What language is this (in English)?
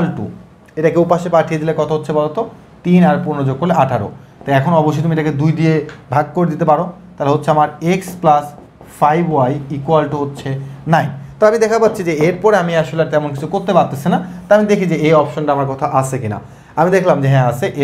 Bangla